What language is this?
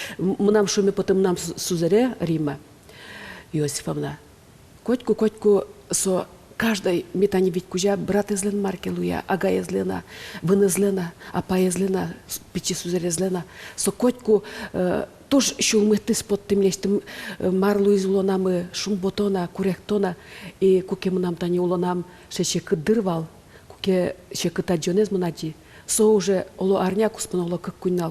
Udmurt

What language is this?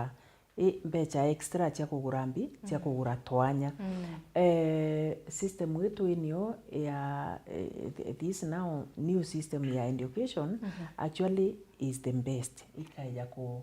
Meru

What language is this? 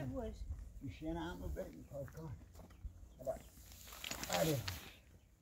Persian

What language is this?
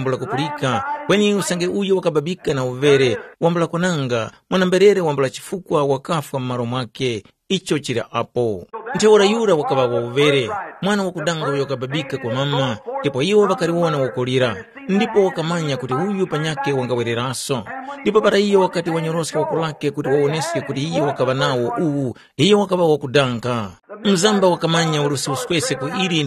Tumbuka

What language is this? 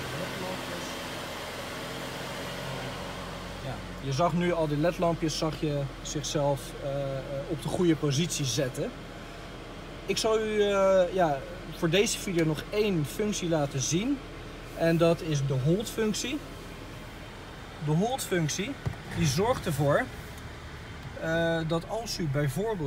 Dutch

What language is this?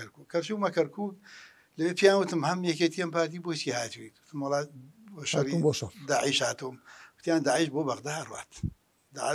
Central Kurdish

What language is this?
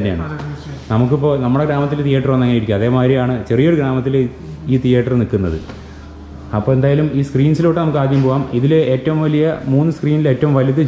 Malayalam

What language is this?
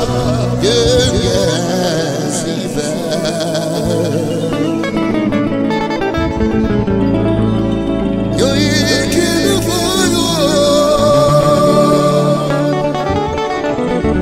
Hungarian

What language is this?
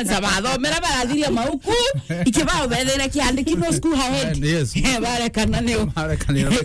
Meru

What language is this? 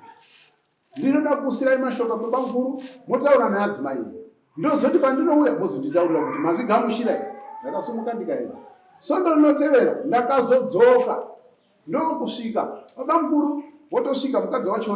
Shona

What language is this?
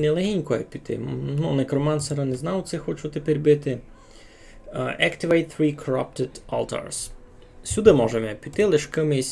Rusyn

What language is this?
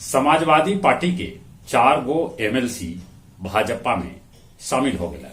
Magahi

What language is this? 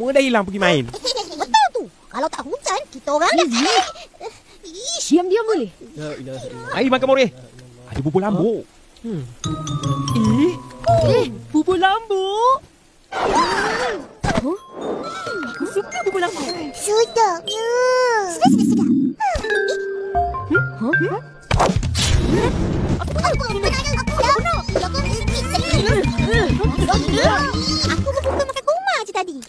Malay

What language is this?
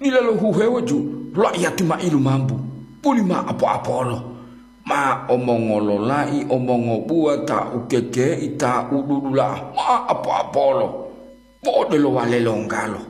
Gorontalo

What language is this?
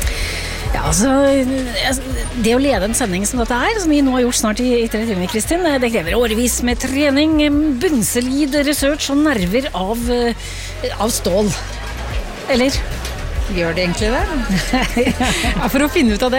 Norwegian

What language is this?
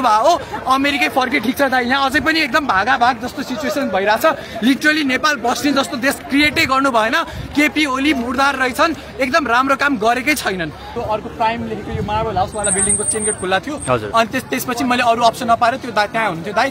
Nepali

